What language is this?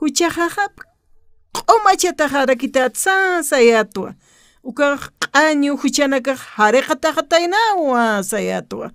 Aymara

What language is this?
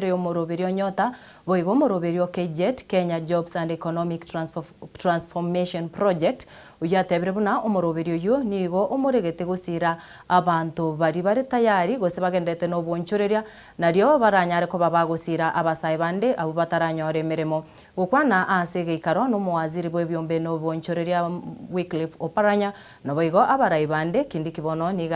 Gusii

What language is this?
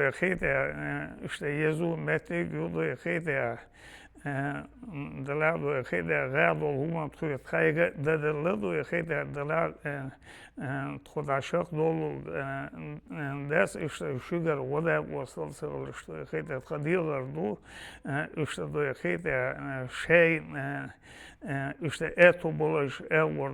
Chechen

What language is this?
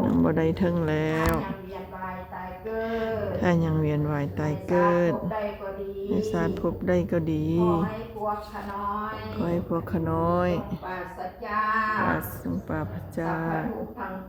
Lao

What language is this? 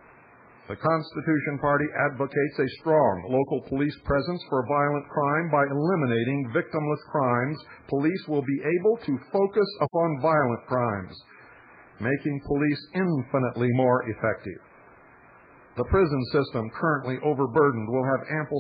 English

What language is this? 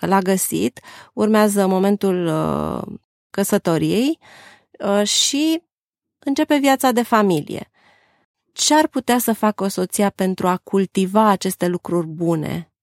Romanian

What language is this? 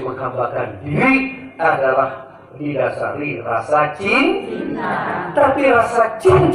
Sasak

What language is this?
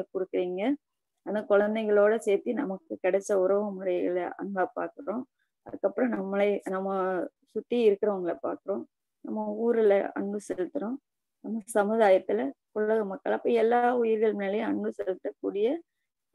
Tamil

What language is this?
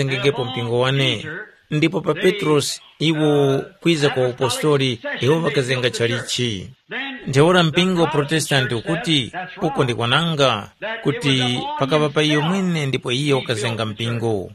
Tumbuka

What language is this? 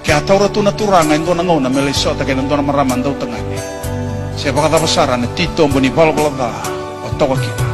Fijian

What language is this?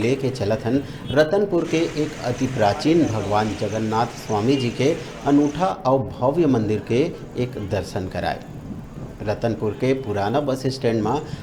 Chhattisgarhi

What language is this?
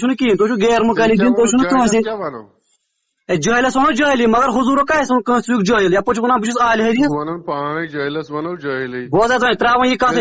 Kashmiri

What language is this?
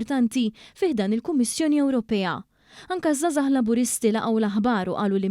Maltese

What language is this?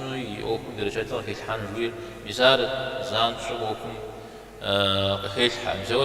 Kabardian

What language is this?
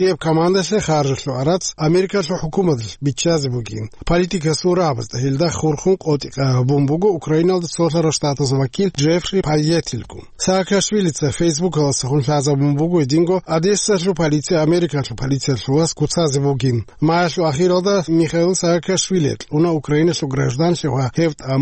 Avaric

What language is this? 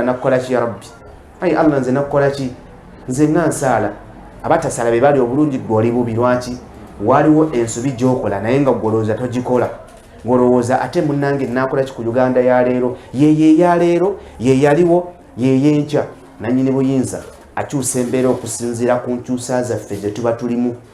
Ganda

